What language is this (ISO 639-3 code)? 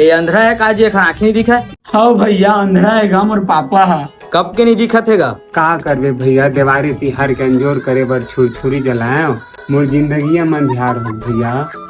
hne